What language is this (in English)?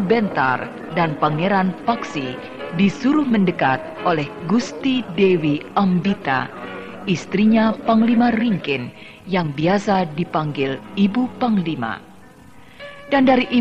Indonesian